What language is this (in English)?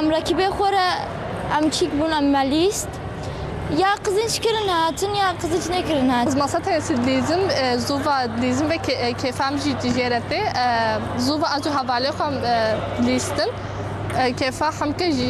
Kurdish